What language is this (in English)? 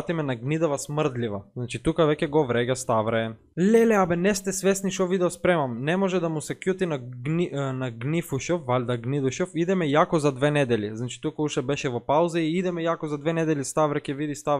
Macedonian